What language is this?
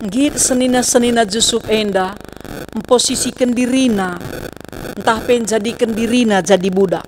Batak Karo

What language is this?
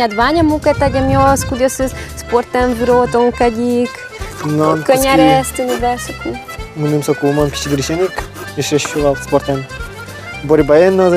Udmurt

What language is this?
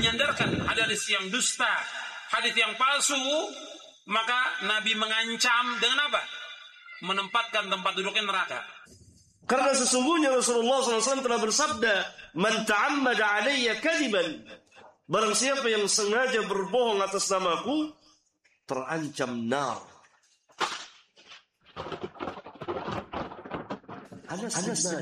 Indonesian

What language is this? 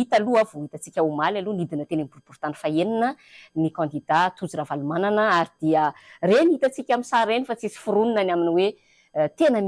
Malagasy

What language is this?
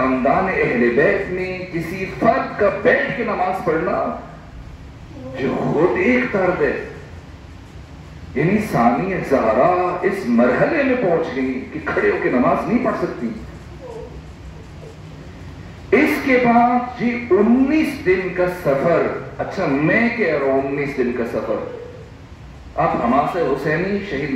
Urdu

